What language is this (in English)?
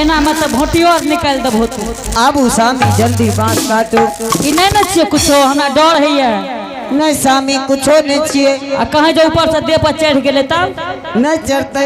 Angika